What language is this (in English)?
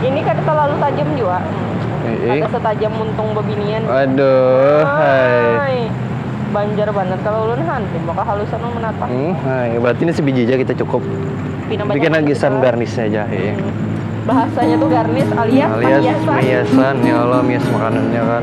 Banjar